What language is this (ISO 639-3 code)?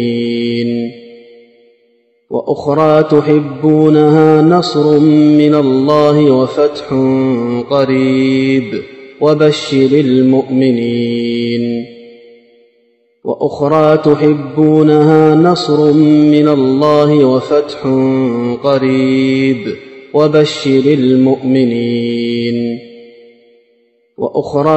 ara